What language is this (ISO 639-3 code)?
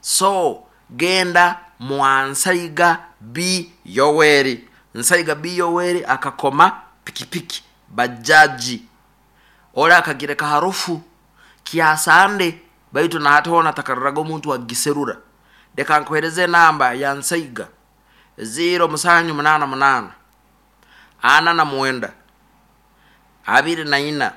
nyo